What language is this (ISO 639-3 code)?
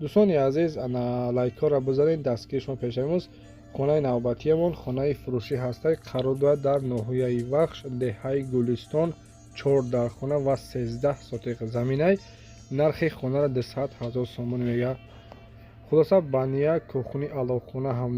tgk